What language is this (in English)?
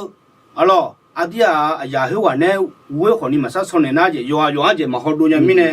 Akha